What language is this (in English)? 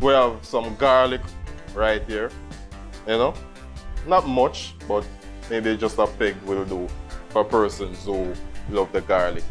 Jamaican Creole English